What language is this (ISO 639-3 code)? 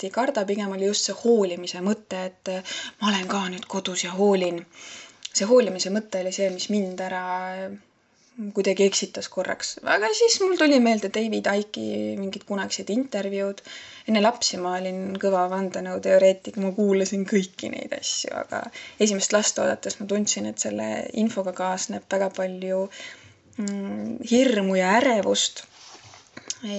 est